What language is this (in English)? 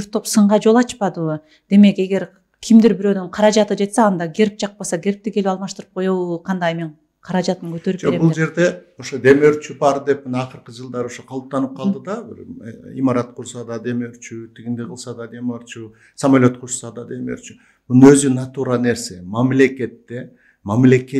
Kyrgyz